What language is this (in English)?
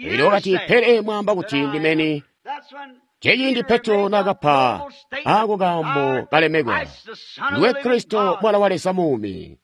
Tonga (Zambia)